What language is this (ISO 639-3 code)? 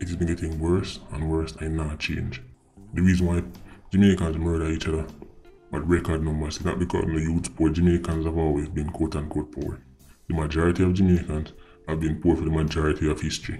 jam